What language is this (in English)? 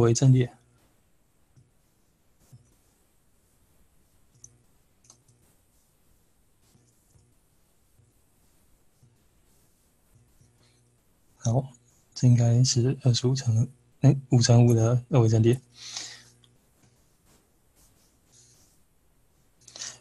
Chinese